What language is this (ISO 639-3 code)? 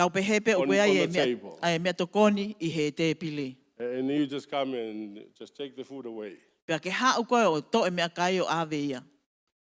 ton